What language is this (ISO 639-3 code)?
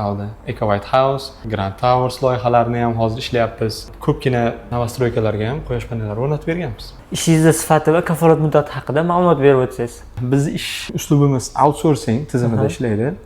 uzb